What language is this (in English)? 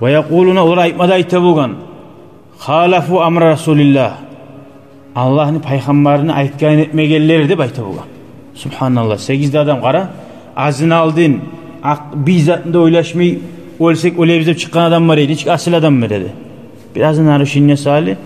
Kumyk